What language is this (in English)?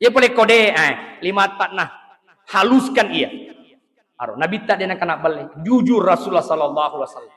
Buginese